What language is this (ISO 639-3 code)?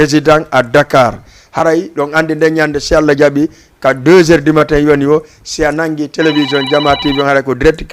ful